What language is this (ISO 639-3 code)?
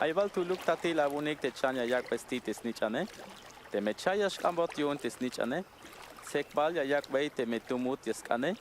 tzh